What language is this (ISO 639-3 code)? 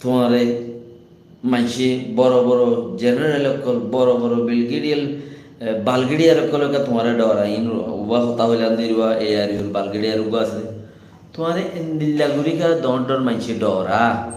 rhg